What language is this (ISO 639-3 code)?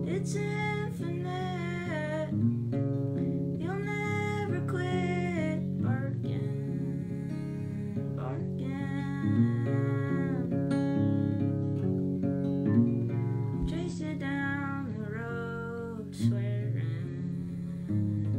eng